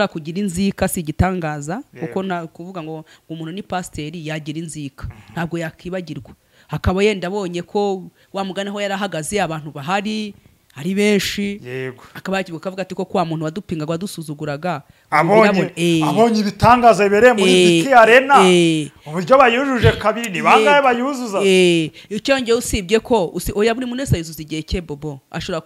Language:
Kinyarwanda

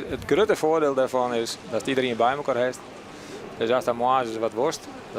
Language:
Western Frisian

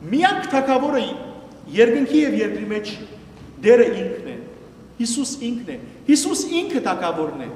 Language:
Western Armenian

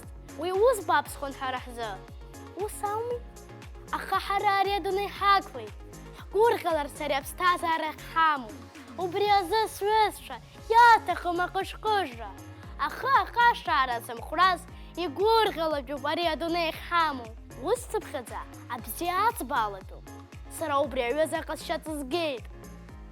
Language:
Abkhazian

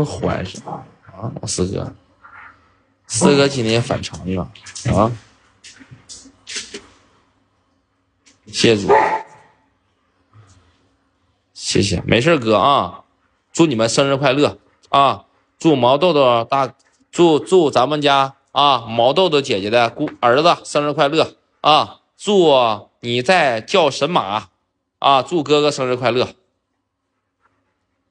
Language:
Chinese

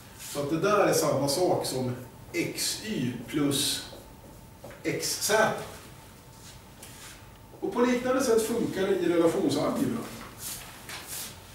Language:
Swedish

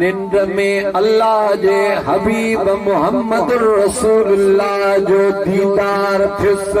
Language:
Sindhi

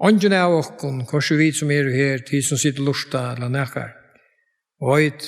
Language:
Faroese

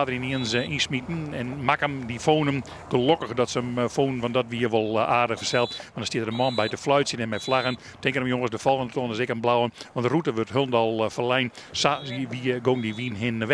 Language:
Western Frisian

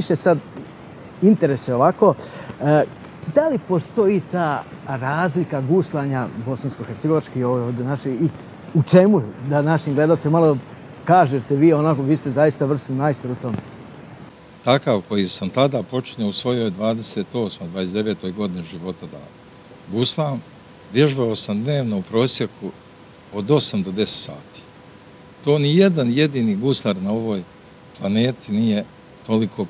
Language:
Bosnian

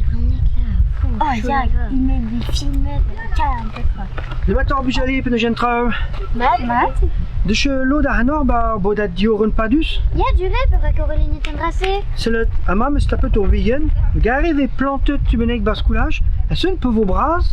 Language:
Breton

